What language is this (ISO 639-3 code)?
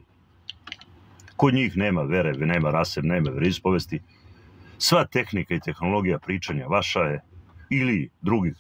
srp